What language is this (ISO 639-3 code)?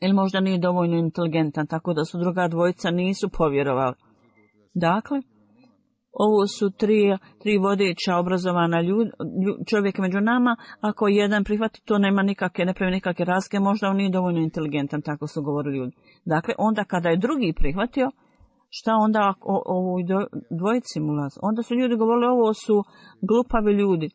bos